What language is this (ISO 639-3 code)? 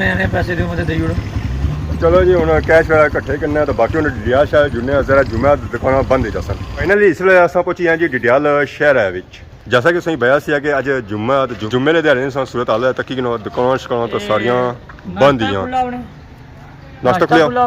phr